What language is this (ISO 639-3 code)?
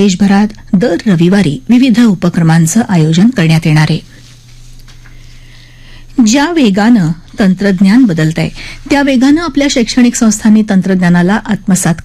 mar